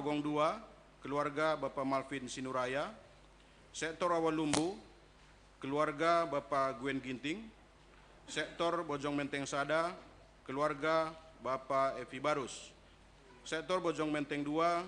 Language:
Batak Karo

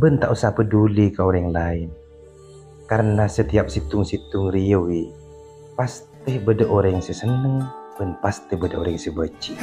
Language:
Madurese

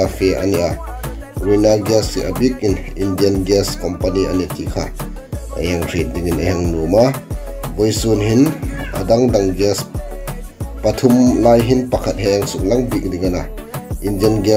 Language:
Hmar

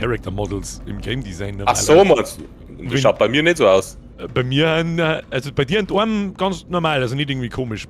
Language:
Bavarian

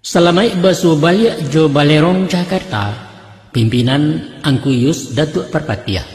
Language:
Minangkabau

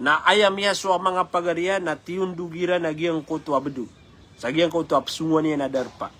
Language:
Maranao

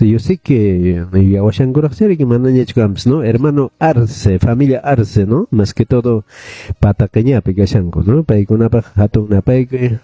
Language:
Quechua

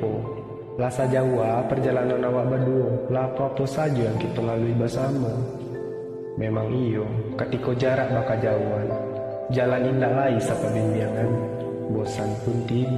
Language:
Minangkabau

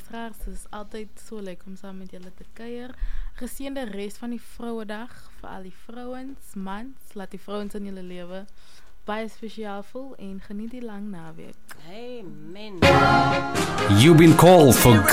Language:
Afrikaans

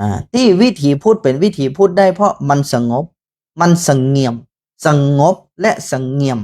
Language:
Northern Thai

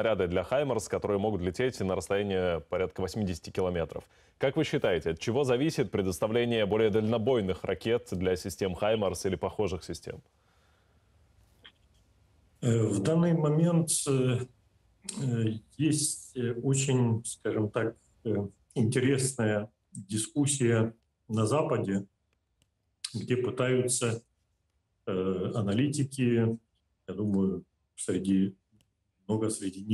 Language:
Russian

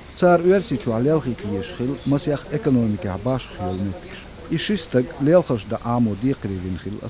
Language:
Latvian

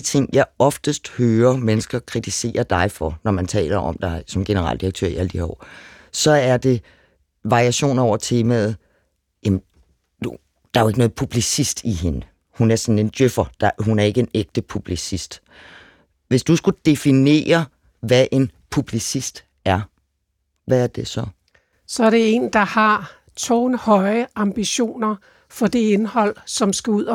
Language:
Danish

